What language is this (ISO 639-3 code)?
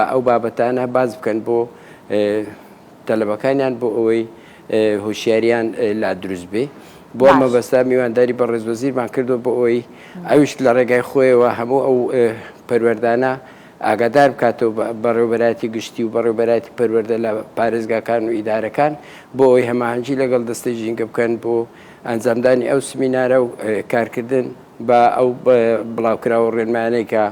ckb